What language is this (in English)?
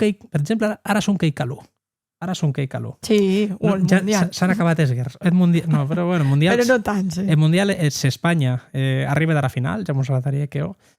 Occitan